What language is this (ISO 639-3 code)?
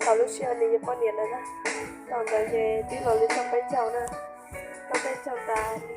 hmn